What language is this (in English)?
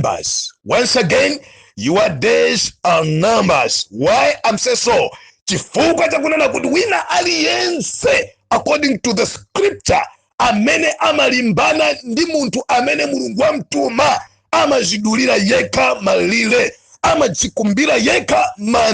Nyanja